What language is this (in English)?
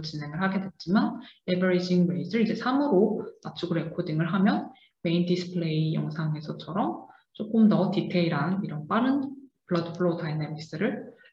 Korean